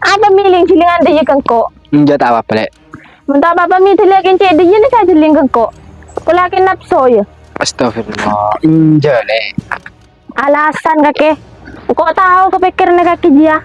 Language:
Madurese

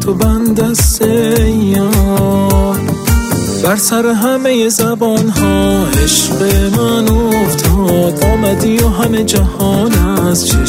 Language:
Persian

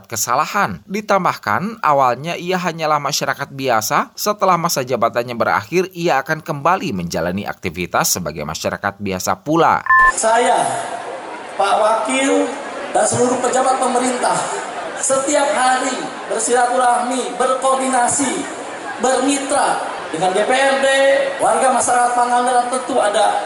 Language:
Indonesian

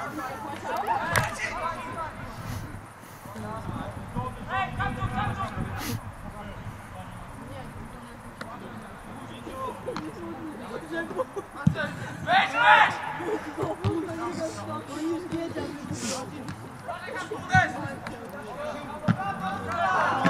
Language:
Polish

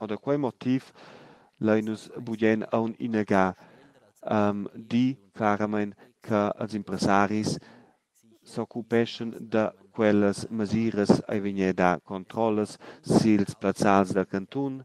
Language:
Romansh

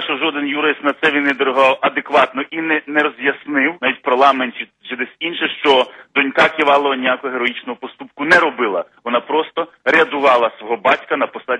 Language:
Ukrainian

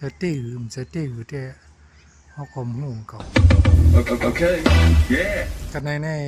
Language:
Shan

